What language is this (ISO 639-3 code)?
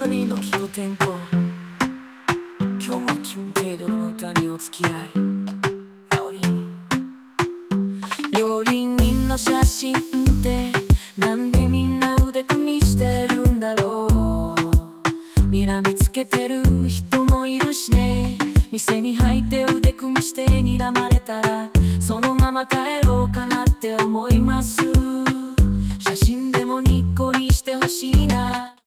jpn